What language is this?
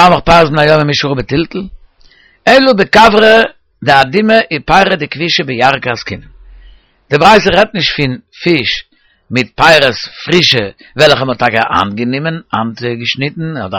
Yiddish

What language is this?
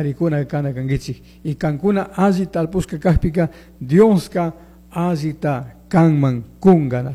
Chimborazo Highland Quichua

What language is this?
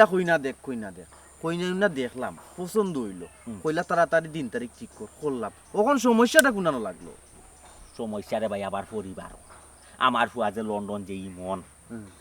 Sylheti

